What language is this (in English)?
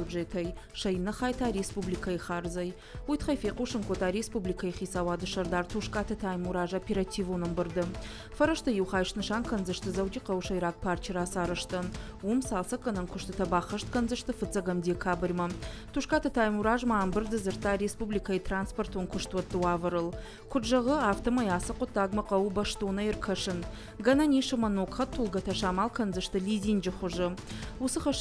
Ossetic